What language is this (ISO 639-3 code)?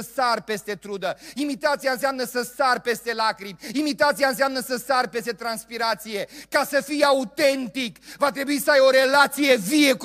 ron